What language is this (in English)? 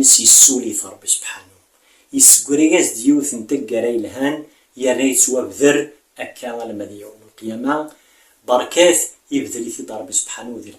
Kabyle